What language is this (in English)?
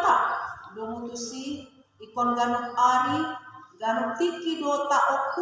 Batak Toba